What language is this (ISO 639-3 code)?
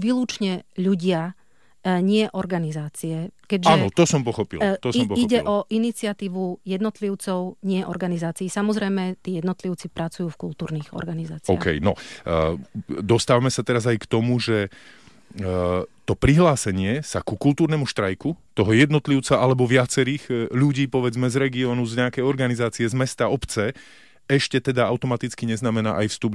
slk